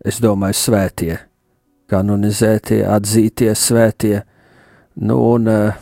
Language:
Latvian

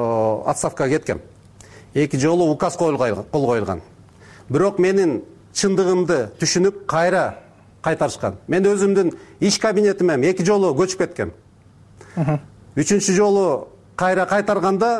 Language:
Kyrgyz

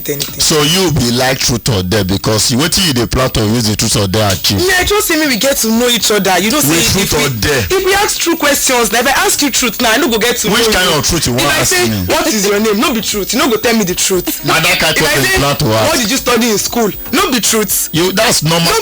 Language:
Nigerian Pidgin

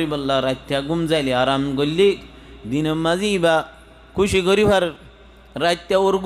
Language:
Rohingya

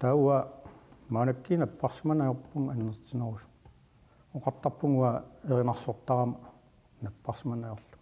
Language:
Kalaallisut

